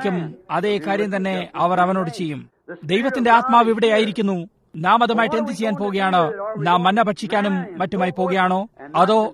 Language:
Malayalam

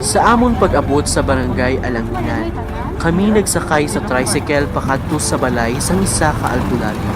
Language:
Hiligaynon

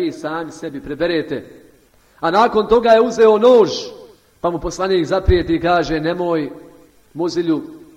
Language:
Bosnian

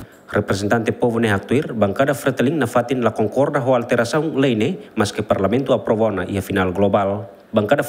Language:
Tetum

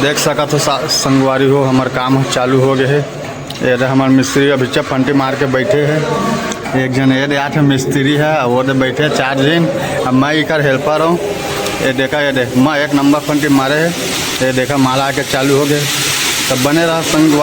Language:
Chhattisgarhi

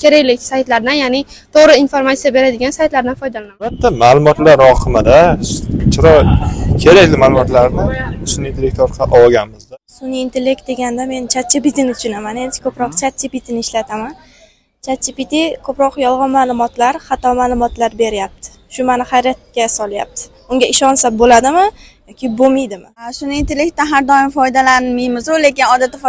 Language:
Uzbek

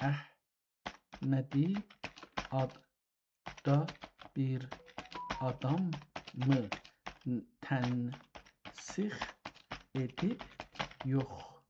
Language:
South Azerbaijani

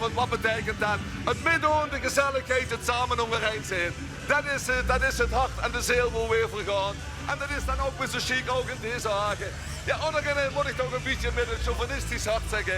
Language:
Limburgish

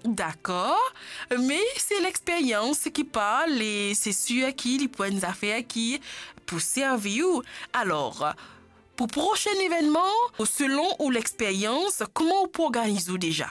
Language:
Morisyen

